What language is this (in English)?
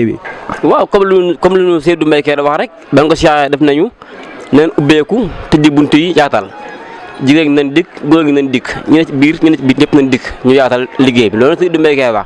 Wolof